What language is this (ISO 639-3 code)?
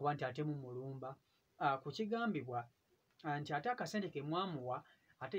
lug